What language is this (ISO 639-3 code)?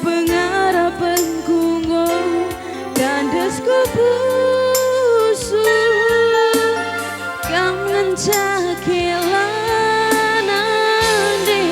btx